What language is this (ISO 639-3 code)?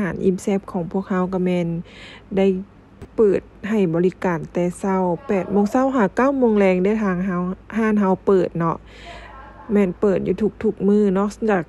lao